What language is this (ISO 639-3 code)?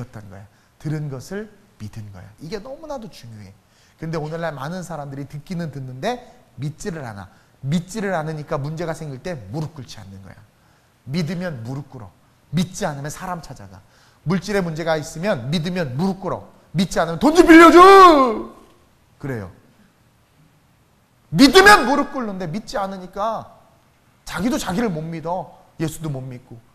kor